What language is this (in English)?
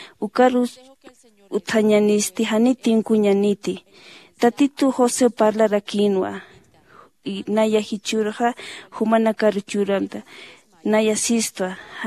Aymara